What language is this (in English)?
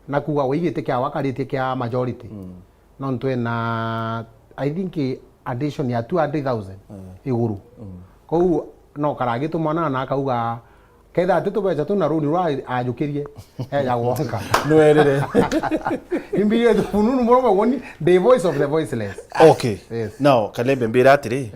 Meru